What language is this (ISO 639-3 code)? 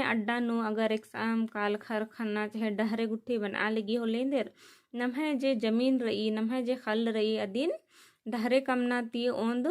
kru